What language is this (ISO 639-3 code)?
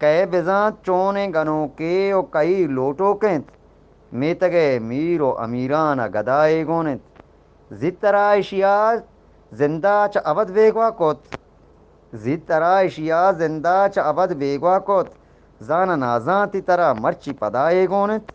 bgp